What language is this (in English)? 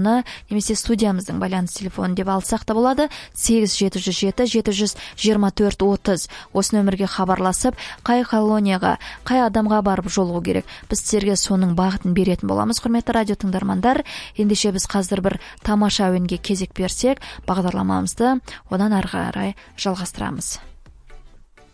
Kazakh